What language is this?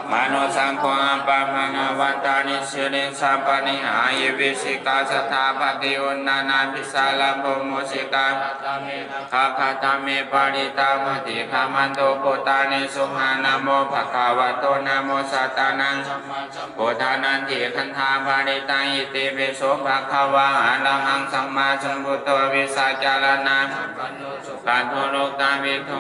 Pali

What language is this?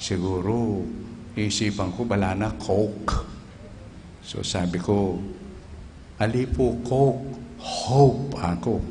Pampanga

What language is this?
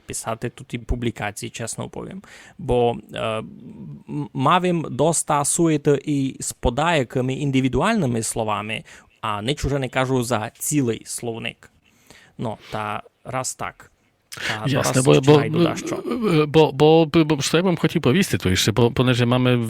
Rusyn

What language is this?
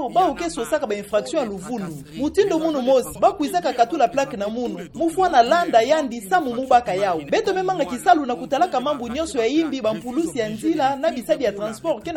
Kituba (Democratic Republic of Congo)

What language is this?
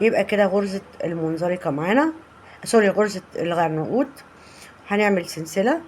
Egyptian Arabic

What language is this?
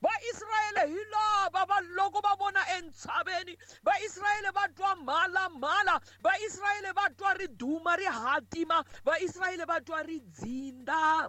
Tsonga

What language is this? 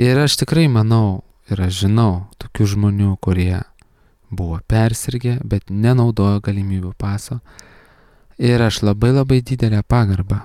Lithuanian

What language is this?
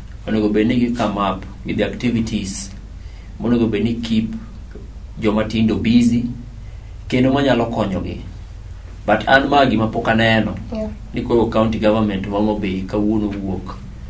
Luo (Kenya and Tanzania)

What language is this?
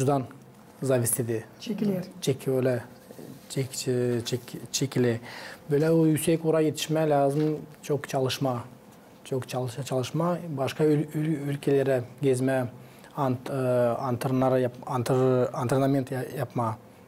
Gagauz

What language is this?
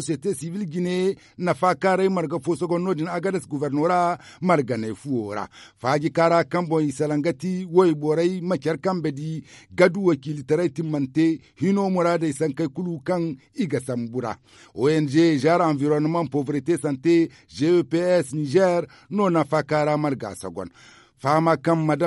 Zarma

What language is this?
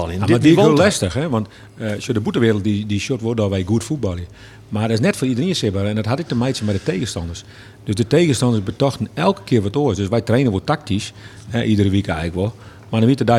Western Frisian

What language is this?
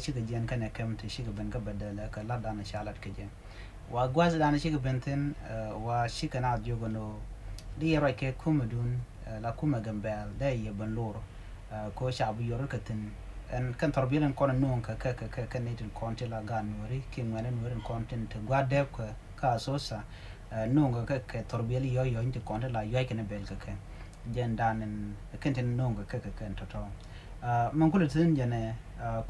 Nuer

